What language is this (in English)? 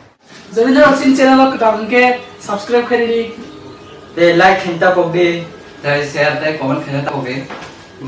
Kok Borok